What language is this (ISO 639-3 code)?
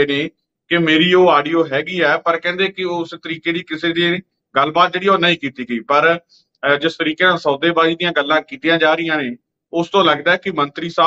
pan